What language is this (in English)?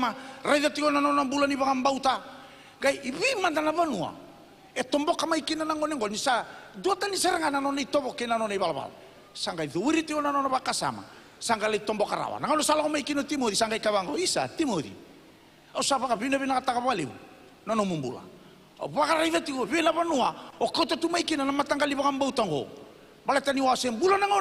Fijian